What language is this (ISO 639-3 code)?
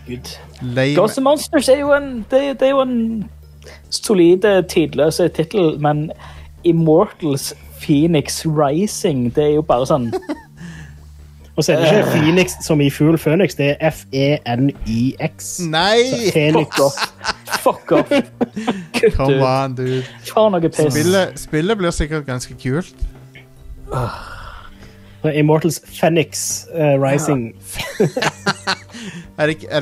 nor